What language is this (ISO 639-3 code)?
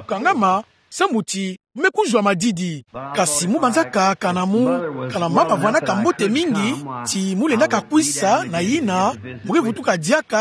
ktu